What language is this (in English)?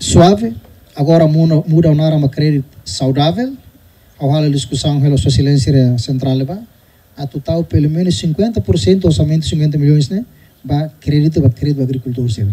Tetum